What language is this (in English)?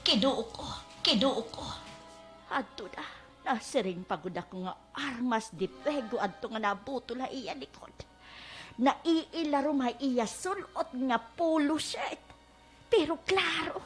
Waray